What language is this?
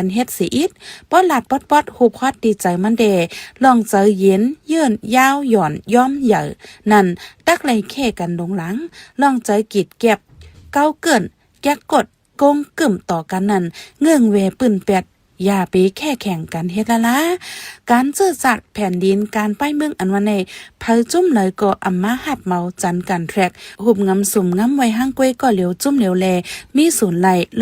Shan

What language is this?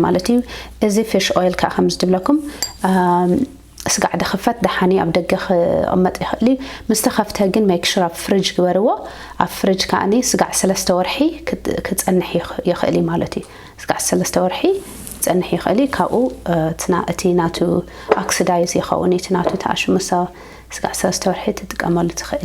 Tigrinya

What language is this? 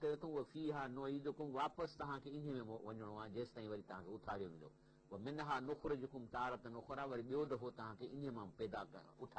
Sindhi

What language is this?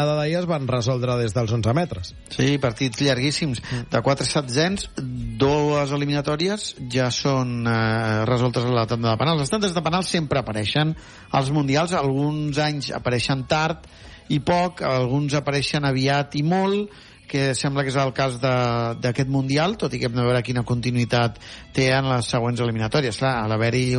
Catalan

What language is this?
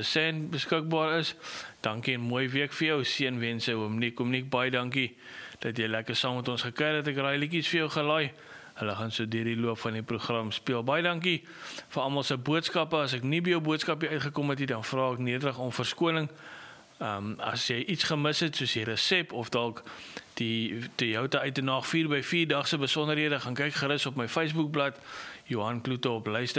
Afrikaans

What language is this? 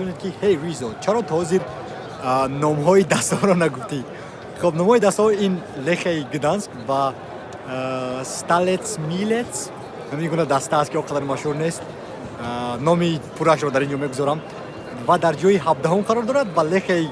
Tajik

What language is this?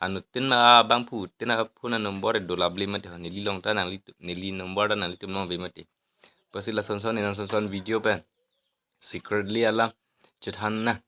Karbi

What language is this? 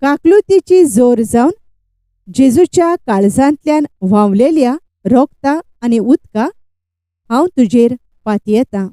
Konkani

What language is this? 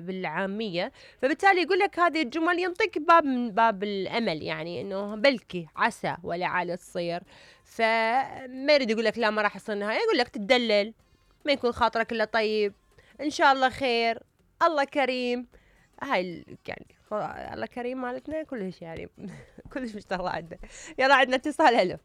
Mesopotamian Arabic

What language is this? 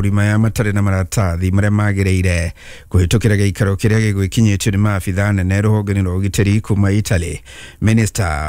Kikuyu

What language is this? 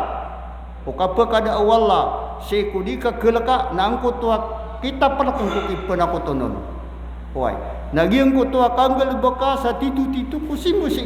Maranao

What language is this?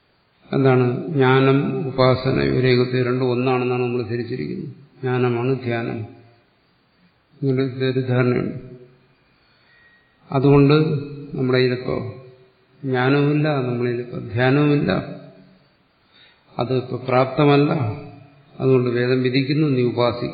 Malayalam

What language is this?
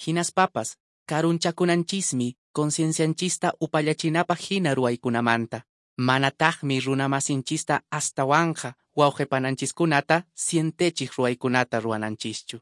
Quechua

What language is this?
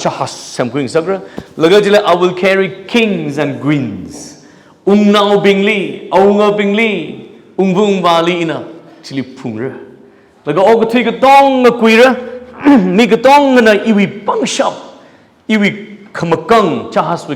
Tangkhul Naga (India)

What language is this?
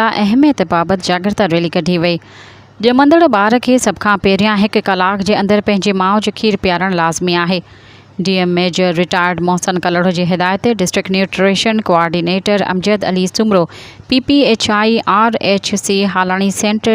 Sindhi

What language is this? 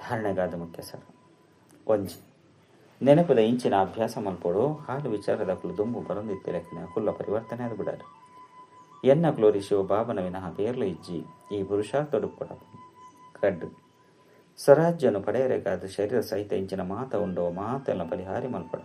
Tulu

